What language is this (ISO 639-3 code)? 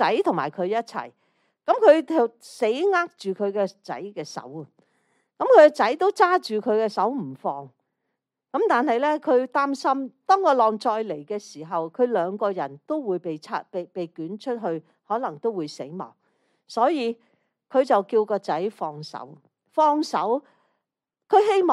yue